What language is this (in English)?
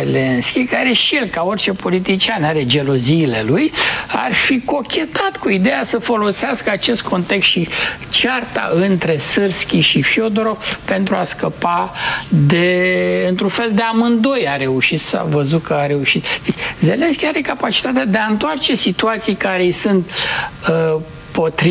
Romanian